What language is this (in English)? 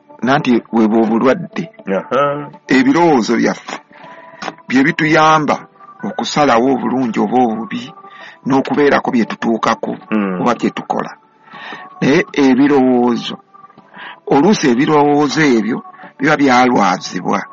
Ganda